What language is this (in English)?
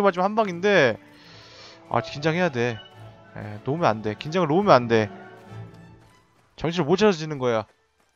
Korean